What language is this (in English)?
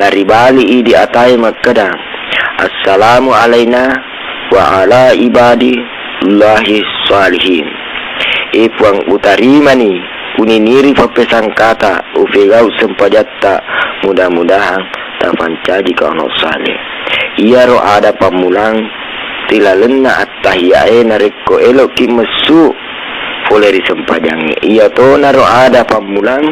Buginese